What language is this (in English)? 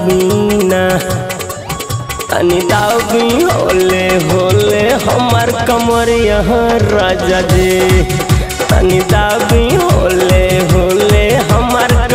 Bhojpuri